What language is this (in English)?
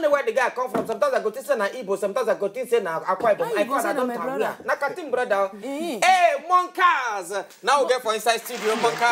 Nigerian Pidgin